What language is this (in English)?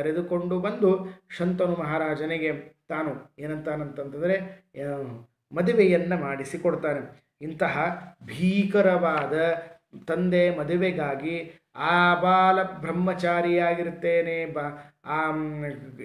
Kannada